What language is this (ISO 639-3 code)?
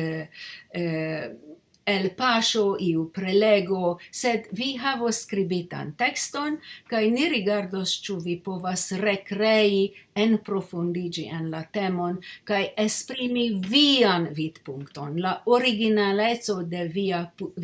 epo